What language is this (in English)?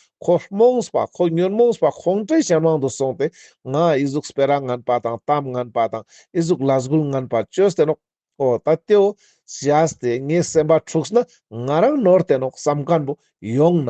Ladakhi